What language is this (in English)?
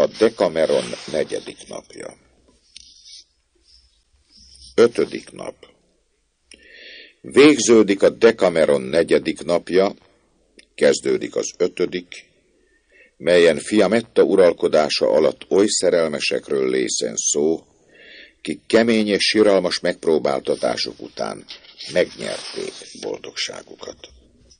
Hungarian